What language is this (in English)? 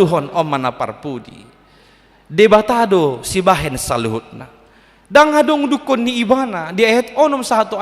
Batak Toba